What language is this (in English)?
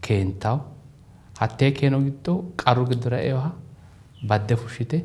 Sidamo